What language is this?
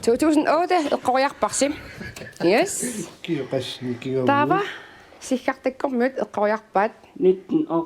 Kalaallisut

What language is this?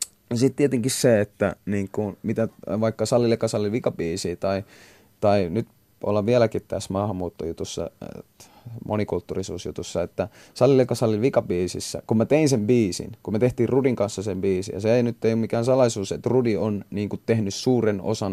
Finnish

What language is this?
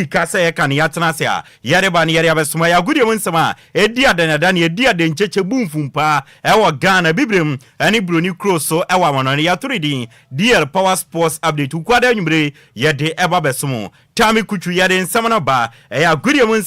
Akan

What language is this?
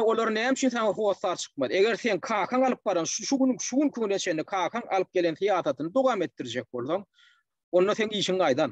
Turkmen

